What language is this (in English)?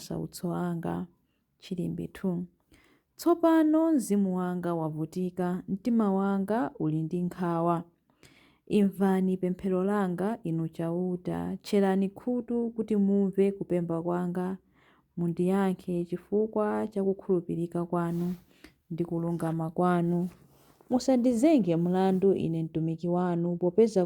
Nyanja